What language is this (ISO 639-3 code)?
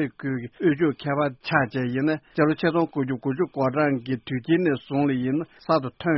bod